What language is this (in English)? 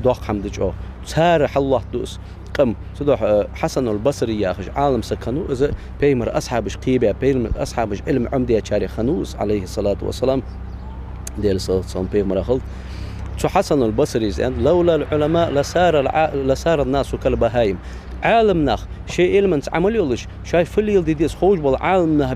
Ingush